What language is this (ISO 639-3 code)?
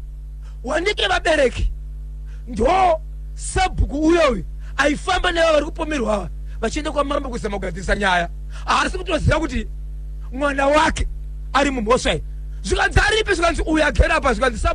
sna